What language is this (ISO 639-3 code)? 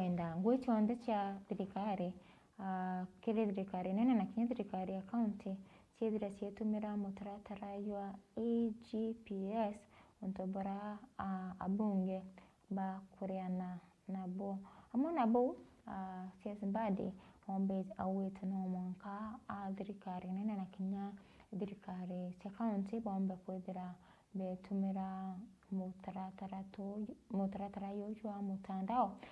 mer